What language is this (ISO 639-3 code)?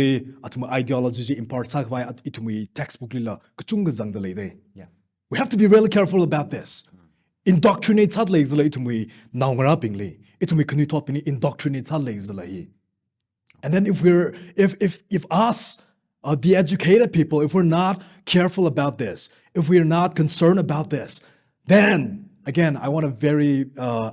nmf